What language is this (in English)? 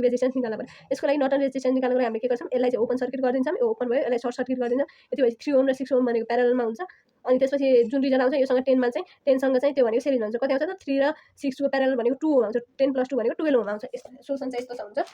Nepali